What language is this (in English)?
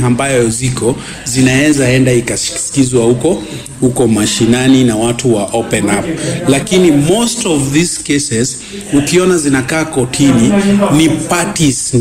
Swahili